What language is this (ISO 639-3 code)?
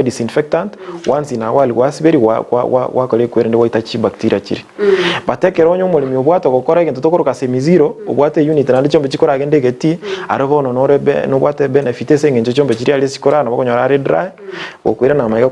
guz